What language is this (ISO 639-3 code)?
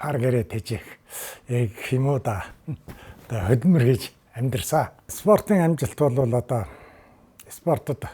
mon